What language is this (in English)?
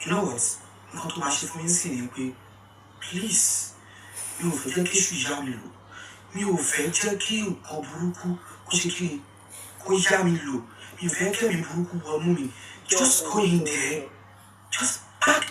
Yoruba